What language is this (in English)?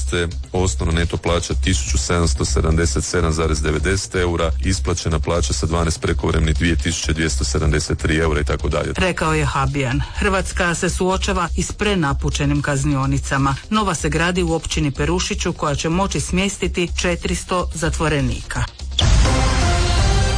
Croatian